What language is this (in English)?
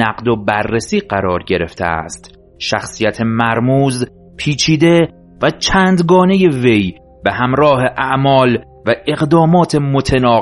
Persian